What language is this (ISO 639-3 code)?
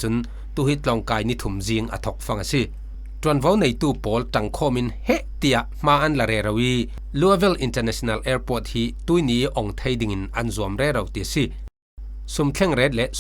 cfm